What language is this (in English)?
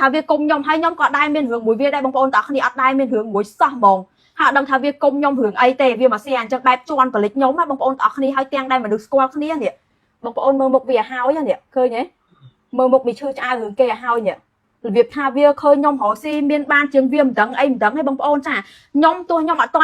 Khmer